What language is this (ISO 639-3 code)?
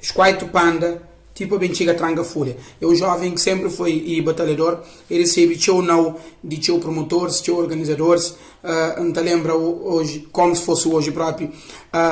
kea